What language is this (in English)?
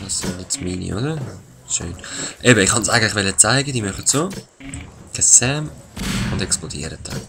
Swiss German